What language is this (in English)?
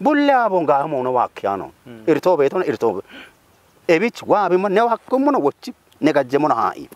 Kafa